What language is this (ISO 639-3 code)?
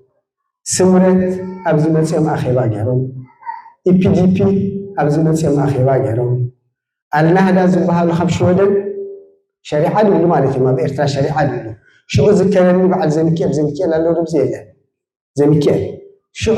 tir